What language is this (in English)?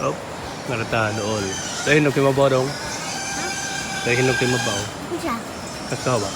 Cebuano